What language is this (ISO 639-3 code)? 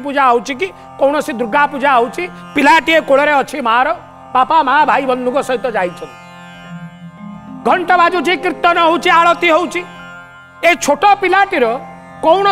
ori